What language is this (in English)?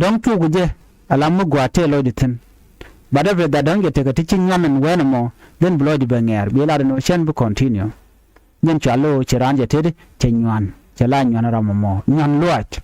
Nuer